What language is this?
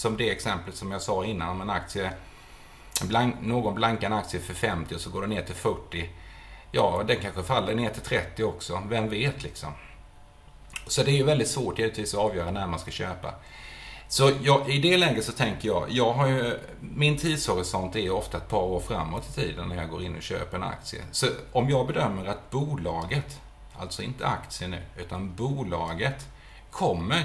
Swedish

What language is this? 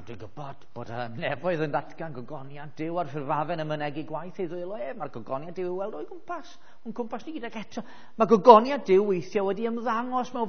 Welsh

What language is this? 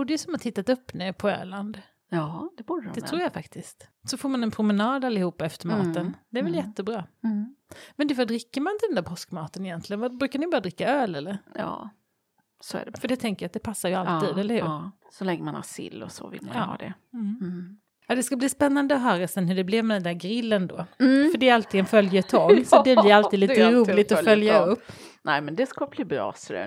Swedish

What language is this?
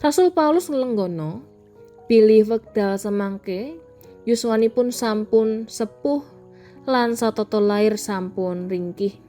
Javanese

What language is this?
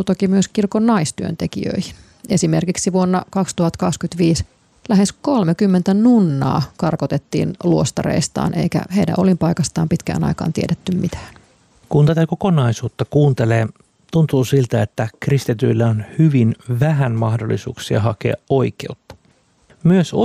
Finnish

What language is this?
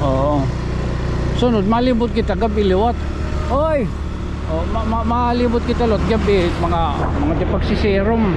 Waray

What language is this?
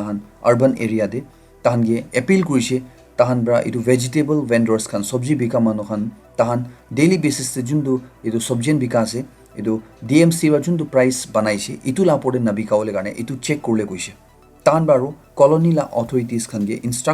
Naga Pidgin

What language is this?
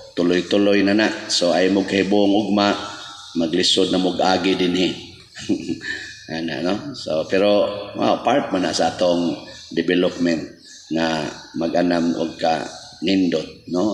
Cebuano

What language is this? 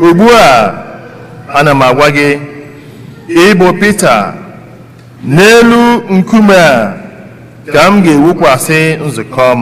Igbo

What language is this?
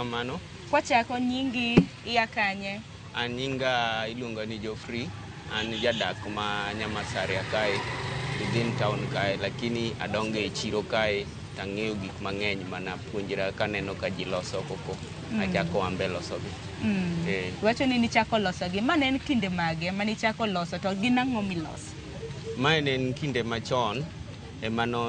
Luo (Kenya and Tanzania)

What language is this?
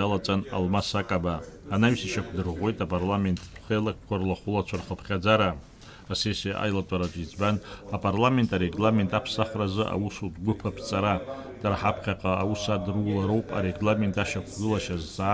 Abkhazian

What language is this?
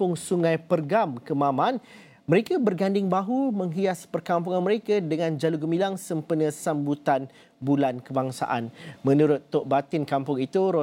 Malay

